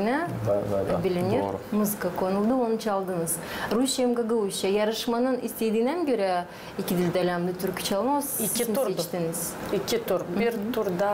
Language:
Gagauz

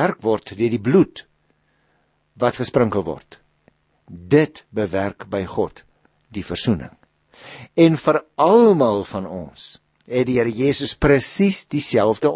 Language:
Afrikaans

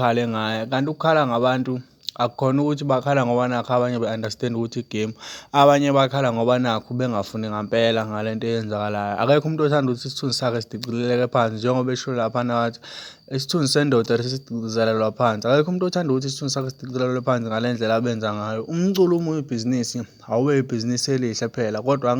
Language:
Zulu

